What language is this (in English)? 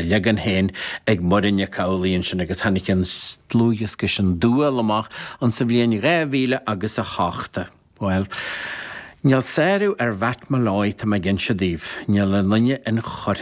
Irish